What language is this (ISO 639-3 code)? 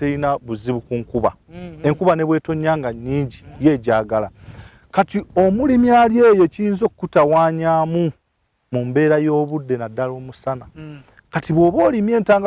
lug